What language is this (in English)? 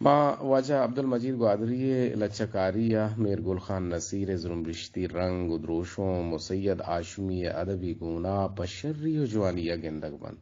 Eastern Balochi